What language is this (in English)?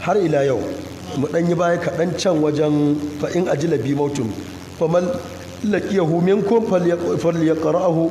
Hausa